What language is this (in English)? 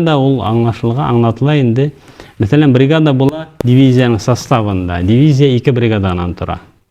Bashkir